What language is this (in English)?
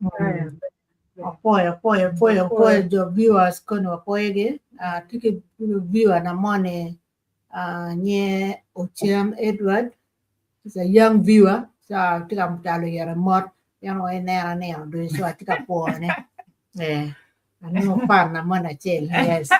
Acoli